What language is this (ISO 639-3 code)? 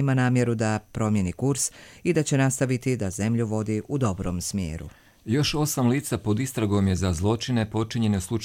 hrv